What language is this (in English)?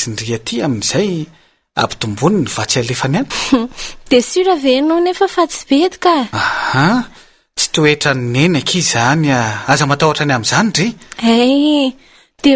Malagasy